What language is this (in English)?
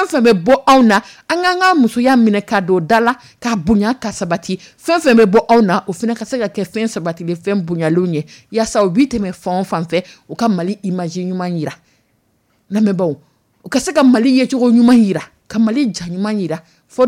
Dyula